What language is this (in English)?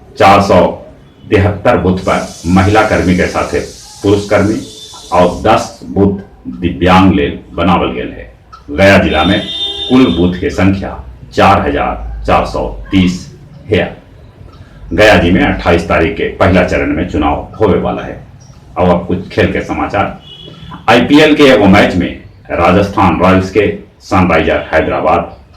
Magahi